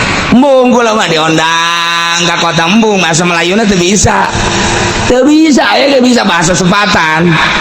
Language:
Sundanese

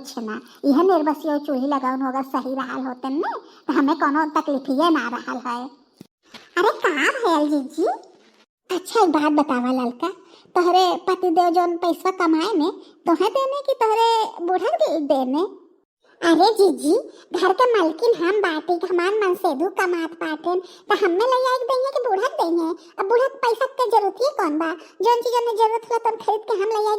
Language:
Bhojpuri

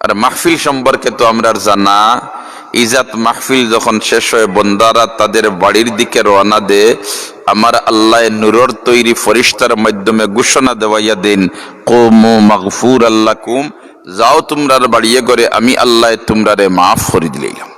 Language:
Sylheti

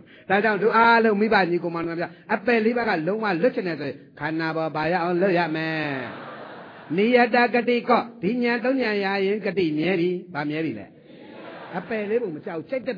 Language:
Burmese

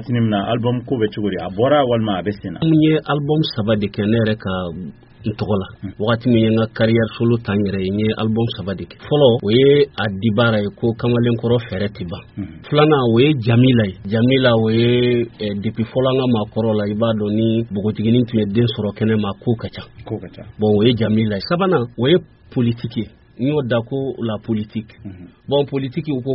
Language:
Bambara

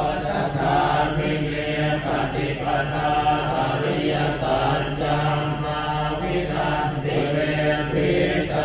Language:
Pali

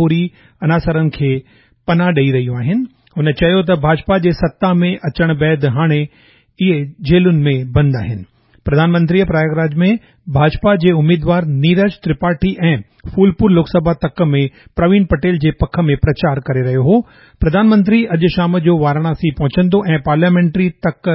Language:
Sindhi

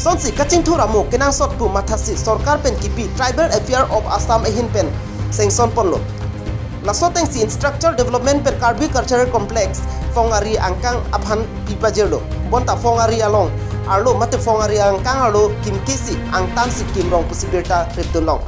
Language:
Karbi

